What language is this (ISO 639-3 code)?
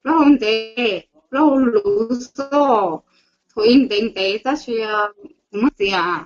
hmn